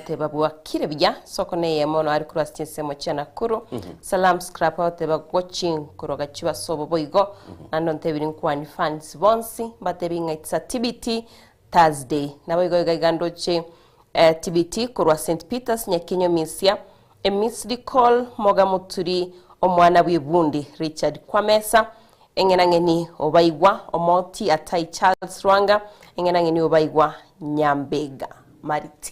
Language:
Gusii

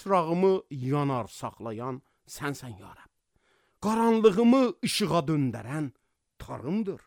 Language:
Azerbaijani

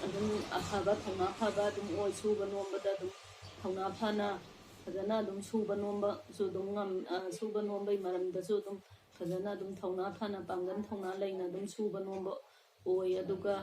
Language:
Manipuri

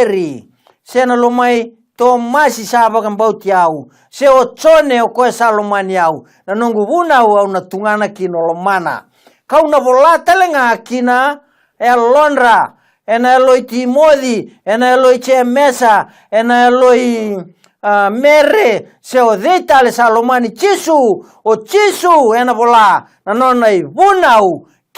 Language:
Fijian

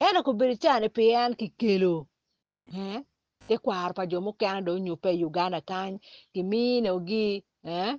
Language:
Acoli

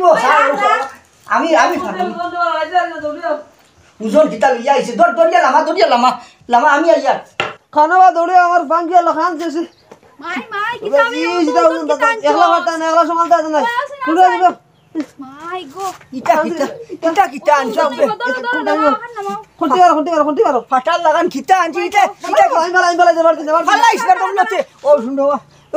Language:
Sylheti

